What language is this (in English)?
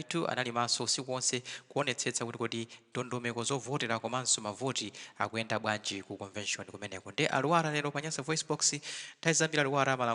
Nyanja